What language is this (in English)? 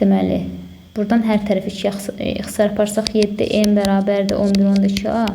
Azerbaijani